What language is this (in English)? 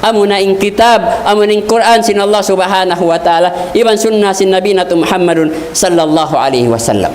Tausug